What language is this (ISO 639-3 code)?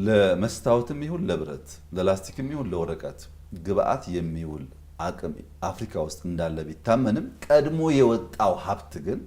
amh